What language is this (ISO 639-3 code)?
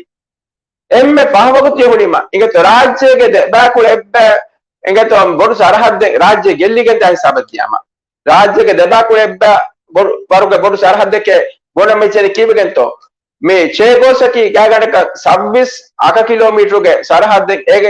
div